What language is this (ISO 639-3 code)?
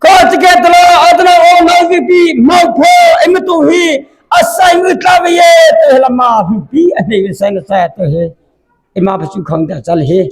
mrh